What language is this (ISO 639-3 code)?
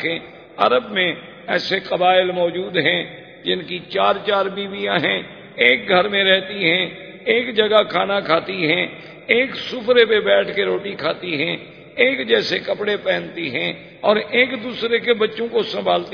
urd